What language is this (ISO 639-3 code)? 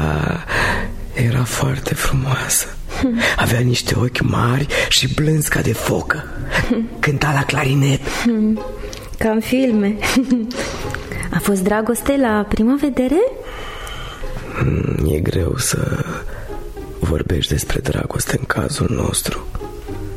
ron